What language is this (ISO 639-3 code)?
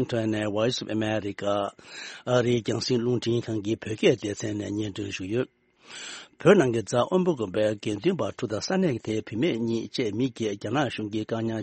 bod